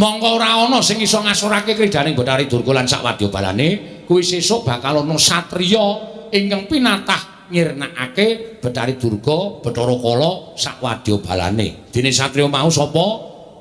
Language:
Javanese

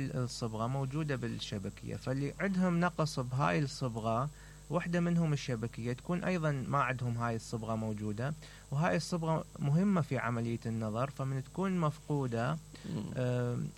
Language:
Mesopotamian Arabic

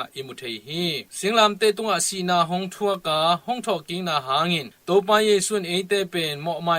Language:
Tedim Chin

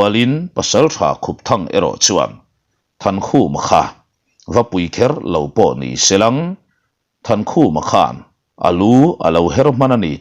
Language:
Mizo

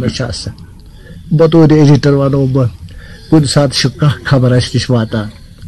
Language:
Kashmiri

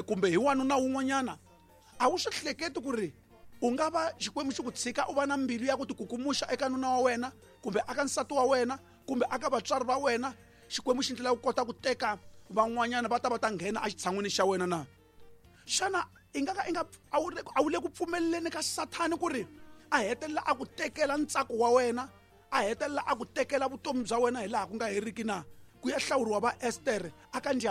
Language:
Tsonga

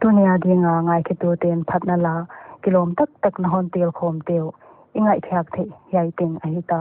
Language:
Paite Chin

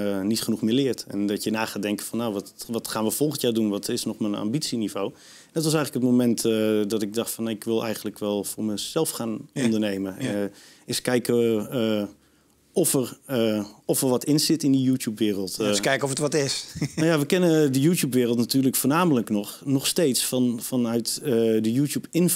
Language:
Dutch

